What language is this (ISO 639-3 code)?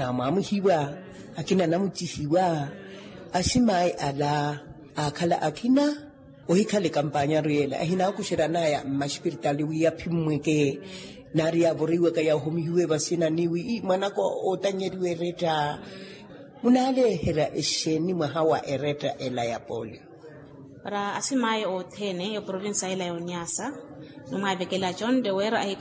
vmw